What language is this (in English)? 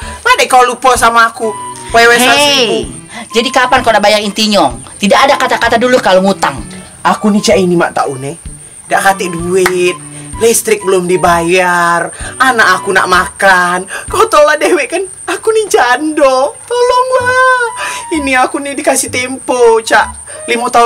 Musi